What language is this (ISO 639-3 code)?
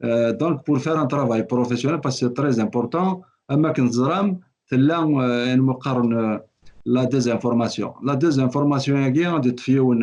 kab